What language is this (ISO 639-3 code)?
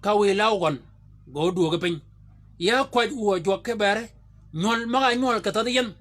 shk